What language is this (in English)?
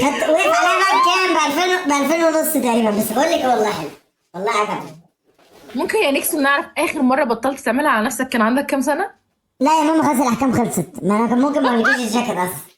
Egyptian Arabic